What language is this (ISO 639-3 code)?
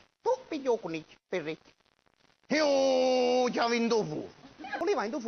nap